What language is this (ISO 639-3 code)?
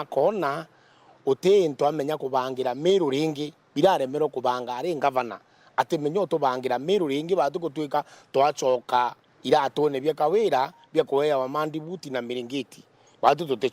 mer